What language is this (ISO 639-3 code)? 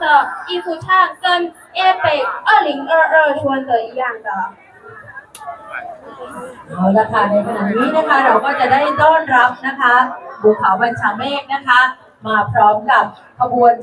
tha